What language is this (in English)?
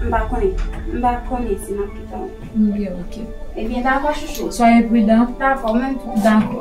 Haitian Creole